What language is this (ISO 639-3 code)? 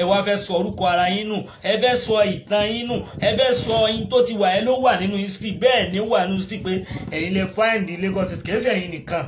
yor